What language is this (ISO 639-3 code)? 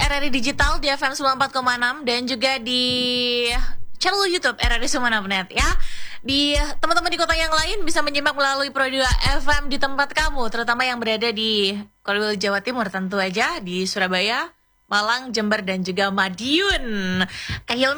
ind